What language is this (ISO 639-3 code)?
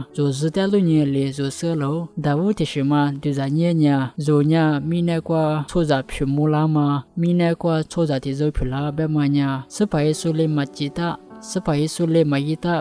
lis